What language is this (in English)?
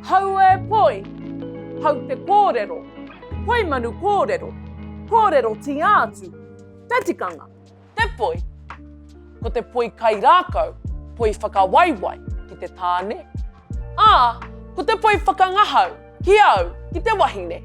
Māori